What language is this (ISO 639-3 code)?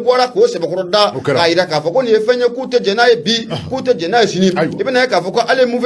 bam